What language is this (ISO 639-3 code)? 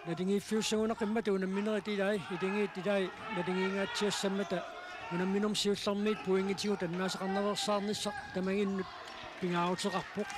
kal